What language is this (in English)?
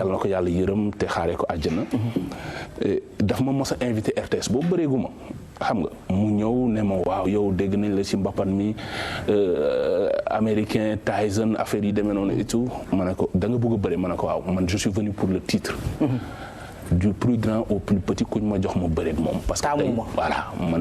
Wolof